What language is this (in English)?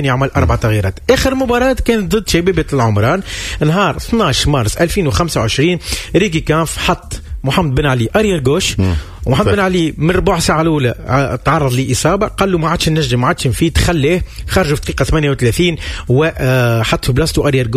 Tunisian Arabic